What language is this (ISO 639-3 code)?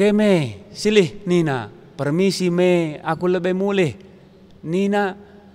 btx